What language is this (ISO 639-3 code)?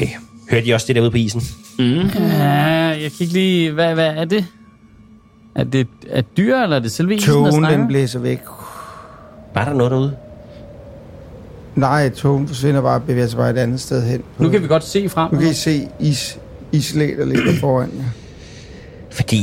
dan